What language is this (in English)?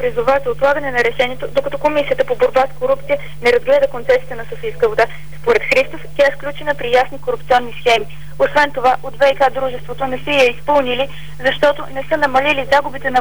Bulgarian